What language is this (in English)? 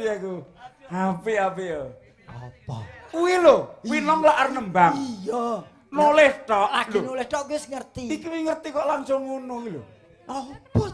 Javanese